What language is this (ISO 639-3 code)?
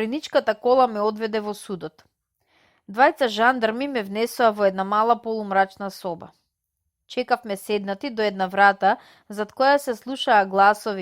mkd